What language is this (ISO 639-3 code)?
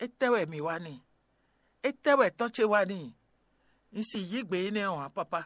fon